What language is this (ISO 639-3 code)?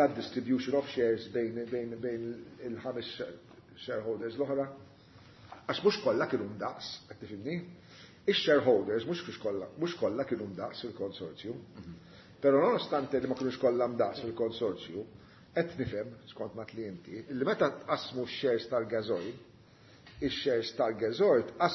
mlt